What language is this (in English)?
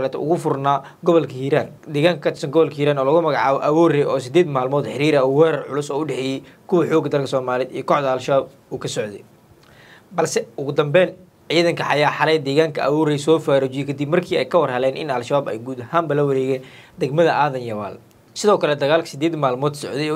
Somali